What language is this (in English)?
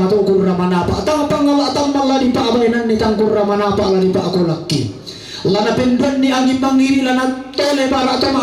Toraja-Sa'dan